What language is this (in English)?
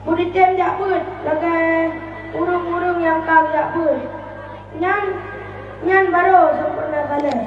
Achinese